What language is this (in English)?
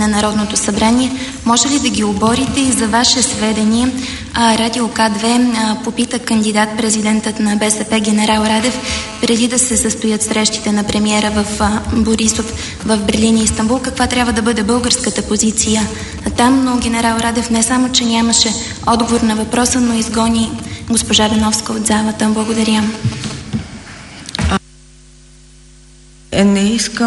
Bulgarian